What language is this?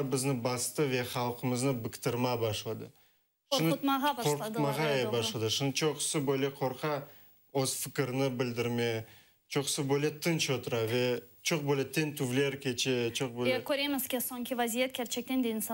Crimean Tatar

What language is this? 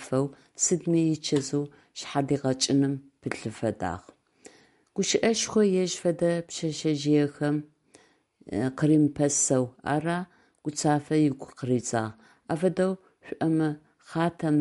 Adyghe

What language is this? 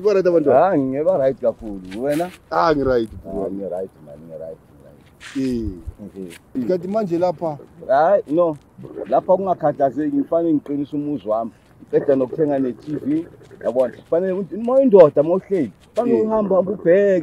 Zulu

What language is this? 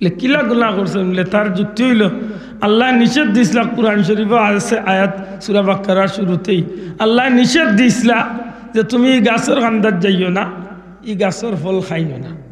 Sylheti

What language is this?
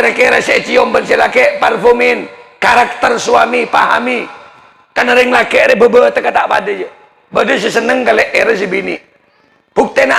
Madurese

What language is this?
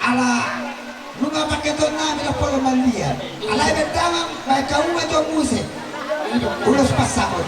Batak Toba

